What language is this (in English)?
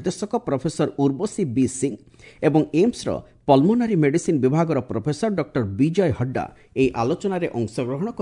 Odia